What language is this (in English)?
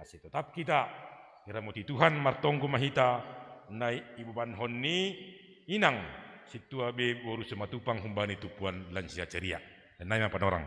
Batak Simalungun